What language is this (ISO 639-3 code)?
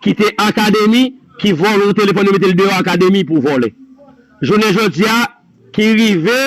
hat